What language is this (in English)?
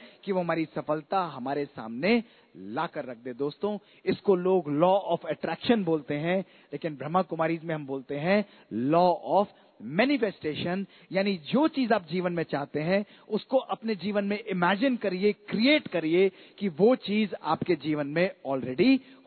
Hindi